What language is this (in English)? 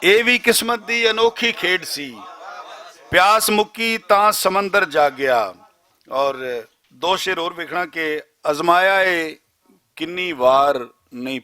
Western Panjabi